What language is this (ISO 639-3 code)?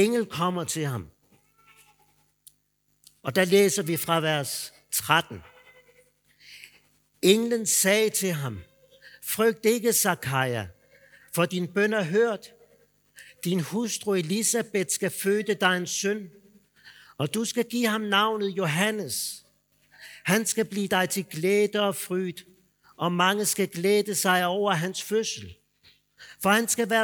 dan